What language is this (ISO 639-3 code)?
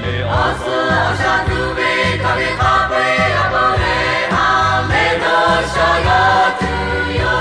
lhu